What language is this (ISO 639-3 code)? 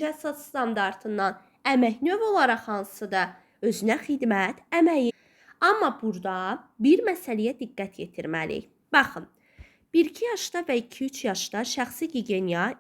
aze